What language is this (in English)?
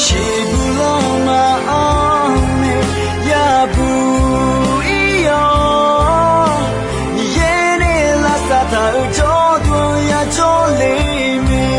Akha